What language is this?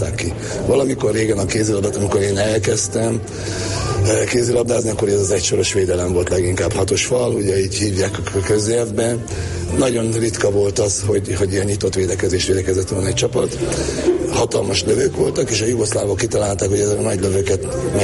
Hungarian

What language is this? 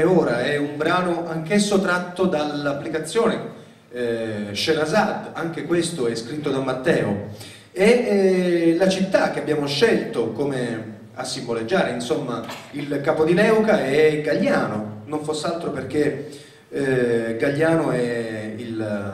Italian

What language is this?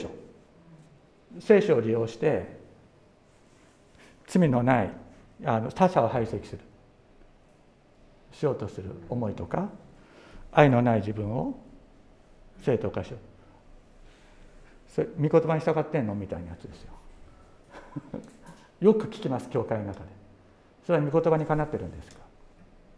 Japanese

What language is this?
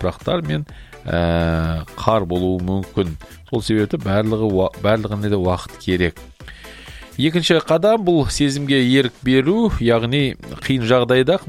Kazakh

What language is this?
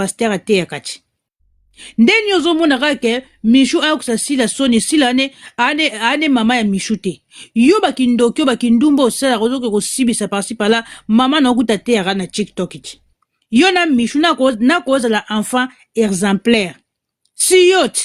Lingala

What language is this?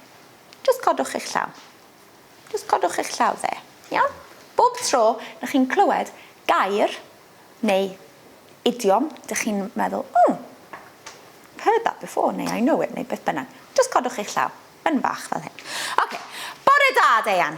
Welsh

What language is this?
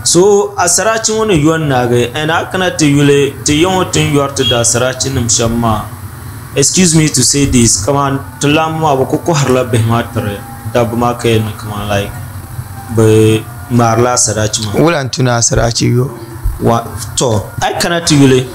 Dagbani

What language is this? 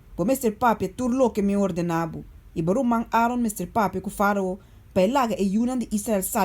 Papiamento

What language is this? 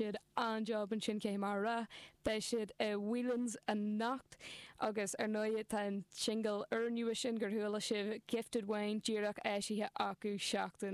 Irish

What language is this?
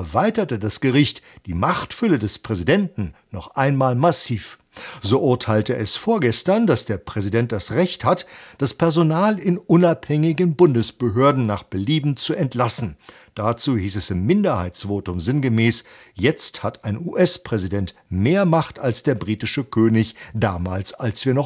German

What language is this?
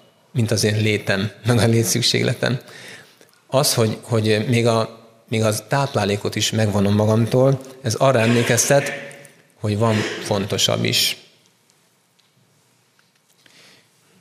Hungarian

